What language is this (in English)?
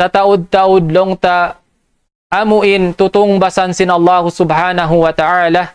Tausug